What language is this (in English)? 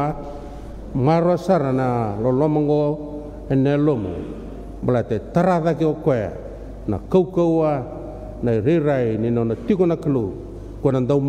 Fijian